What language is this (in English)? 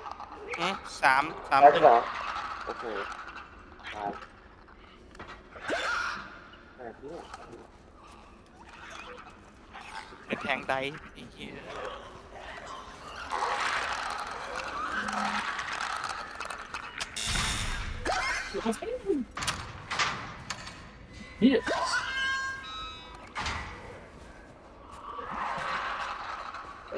Thai